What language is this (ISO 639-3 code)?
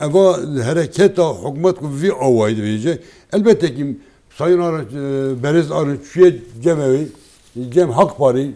kur